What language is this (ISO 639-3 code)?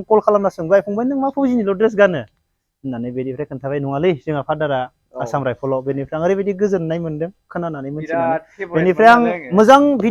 brx